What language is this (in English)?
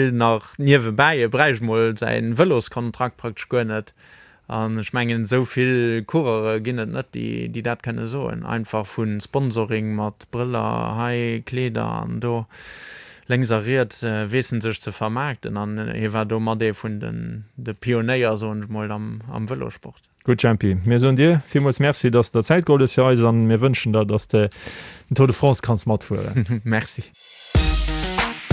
Luxembourgish